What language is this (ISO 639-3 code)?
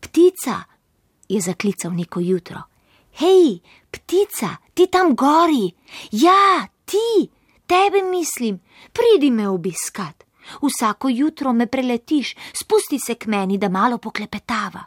slv